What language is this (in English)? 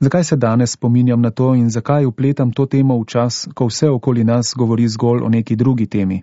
Slovenian